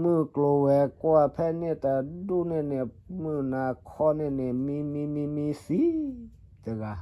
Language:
S'gaw Karen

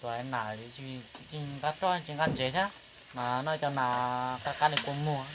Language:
Hmong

